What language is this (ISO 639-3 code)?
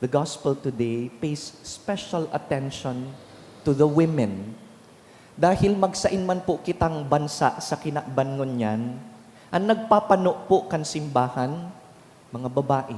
bik